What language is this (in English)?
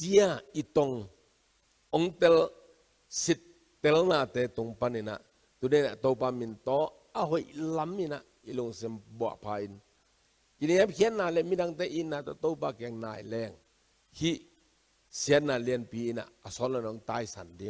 Tedim Chin